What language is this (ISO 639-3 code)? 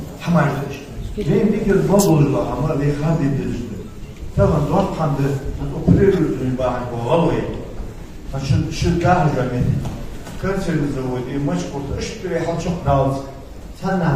inh